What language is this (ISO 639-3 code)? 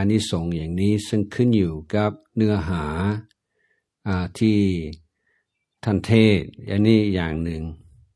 tha